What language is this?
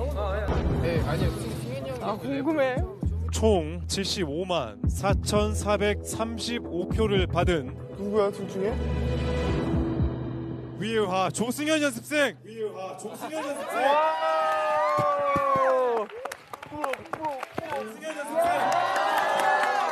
Korean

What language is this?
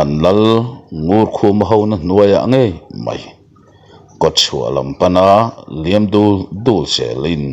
Mizo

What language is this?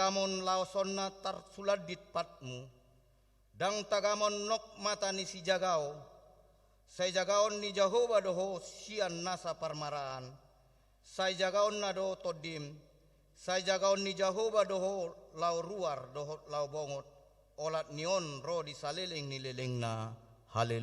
Batak Toba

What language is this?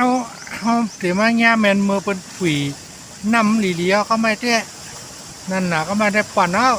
Shan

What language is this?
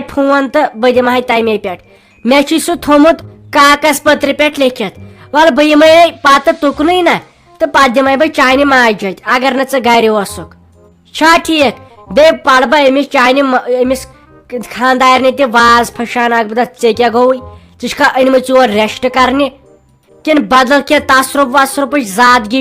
Kashmiri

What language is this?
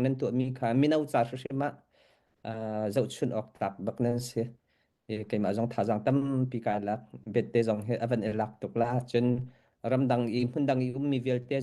Hakha Chin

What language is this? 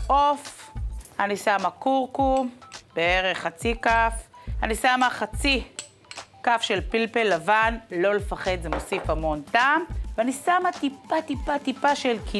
Hebrew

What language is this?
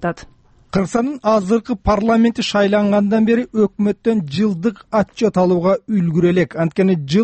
Kyrgyz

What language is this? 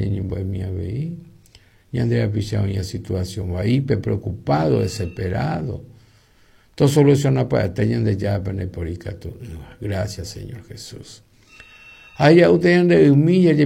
Guarani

